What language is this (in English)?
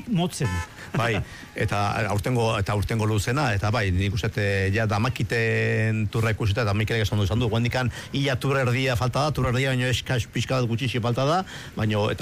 Basque